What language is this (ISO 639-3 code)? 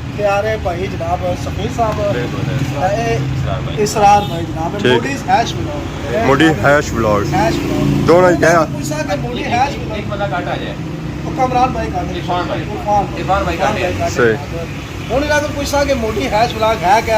phr